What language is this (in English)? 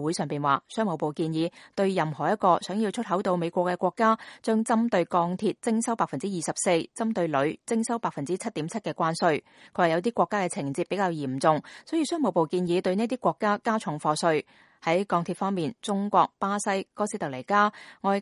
Cantonese